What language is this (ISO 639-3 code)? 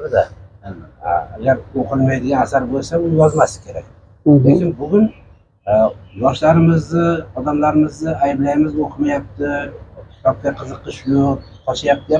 uzb